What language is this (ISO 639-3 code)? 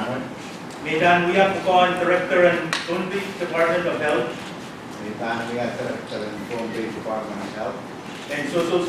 pon